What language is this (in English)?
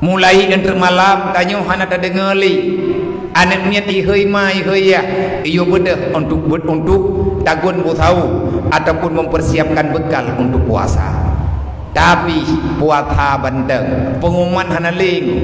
Achinese